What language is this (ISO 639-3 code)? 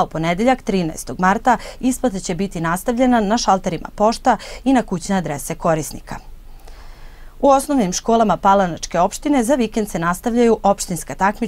srp